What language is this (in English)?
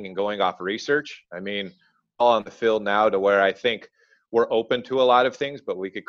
English